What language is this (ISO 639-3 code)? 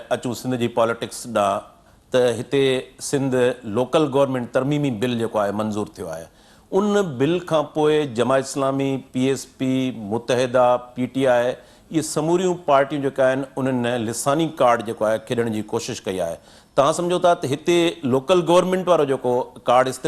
snd